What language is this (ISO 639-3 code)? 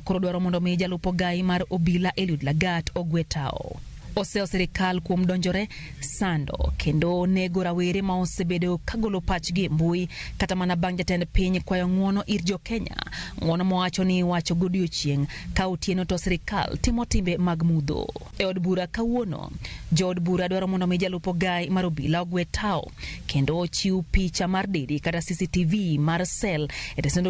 luo